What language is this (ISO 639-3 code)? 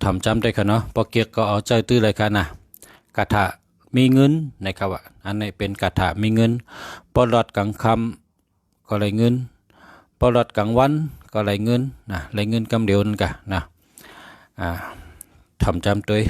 shn